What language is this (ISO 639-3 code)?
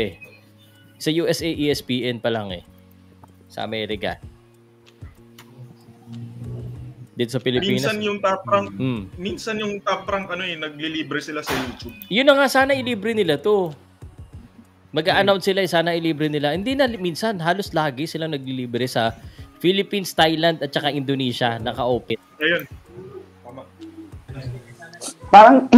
fil